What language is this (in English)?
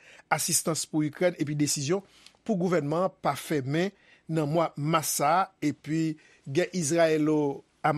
Haitian Creole